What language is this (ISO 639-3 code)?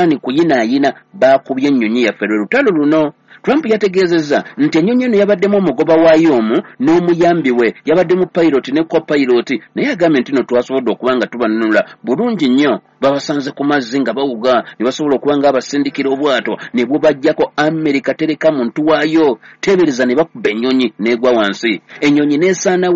lug